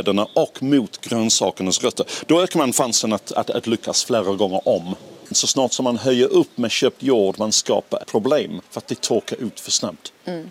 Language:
Swedish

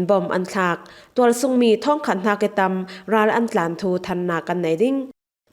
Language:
Falam Chin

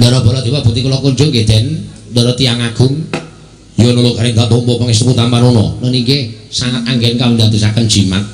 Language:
Javanese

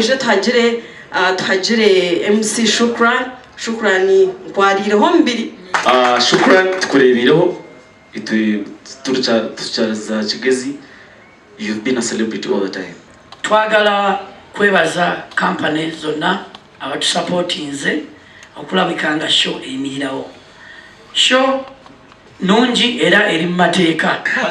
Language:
Nyankole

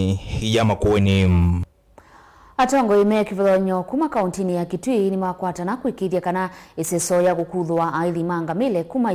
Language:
Kamba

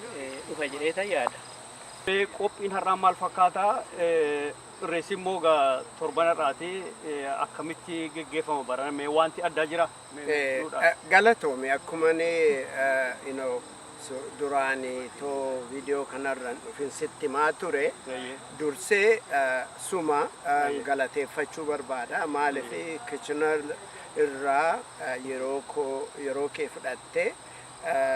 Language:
Oromo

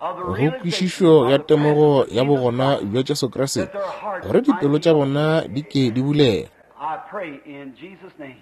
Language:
Northern Sotho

